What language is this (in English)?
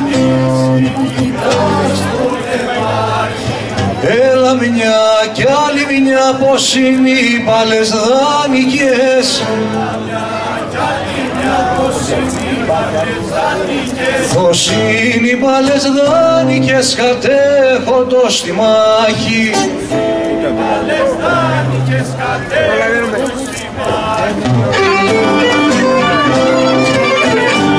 Greek